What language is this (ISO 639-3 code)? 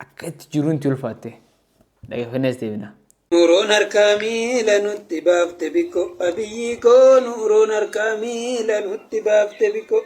orm